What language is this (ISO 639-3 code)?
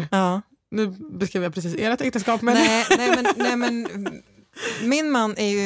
swe